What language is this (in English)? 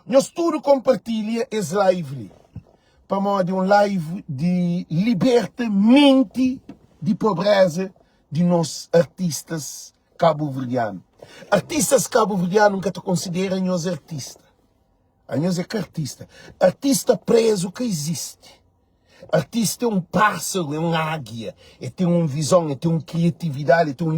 Kabuverdianu